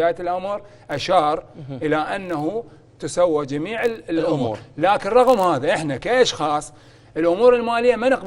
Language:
Mesopotamian Arabic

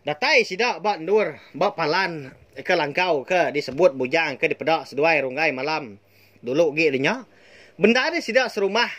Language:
Iban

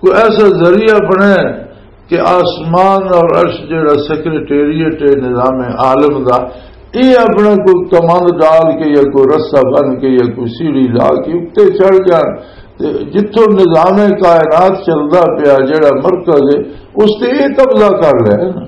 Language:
Western Panjabi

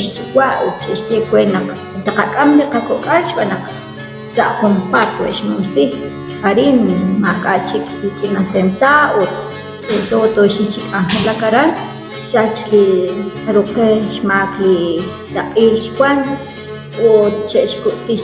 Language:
Kekchí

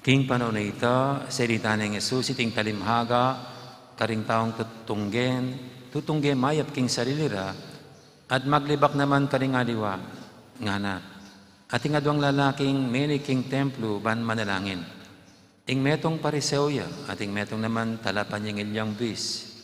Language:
Pampanga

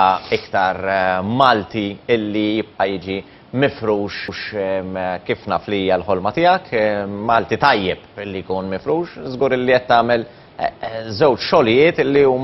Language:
Maltese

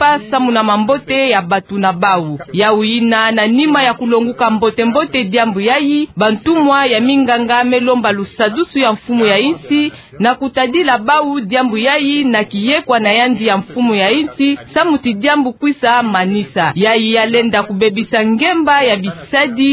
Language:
Kituba (Democratic Republic of Congo)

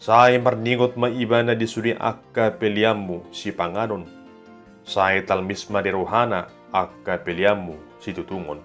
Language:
Batak Toba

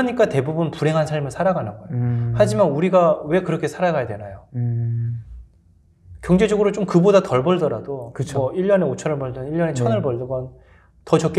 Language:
Korean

